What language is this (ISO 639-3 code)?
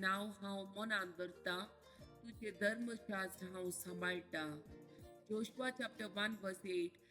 kok